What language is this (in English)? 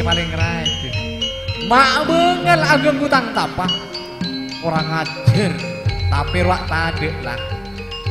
Madurese